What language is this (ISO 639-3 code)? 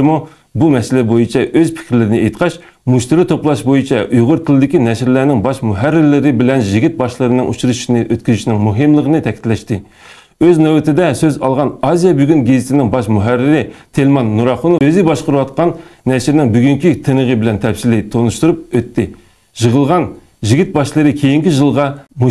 uig